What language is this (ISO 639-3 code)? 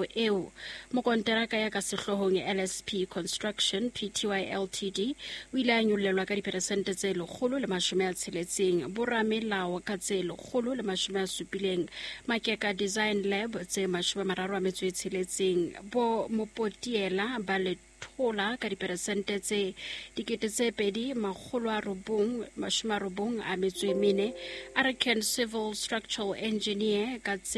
sot